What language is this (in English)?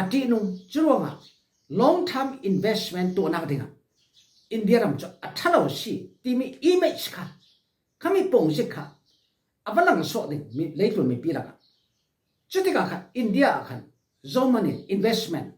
Falam Chin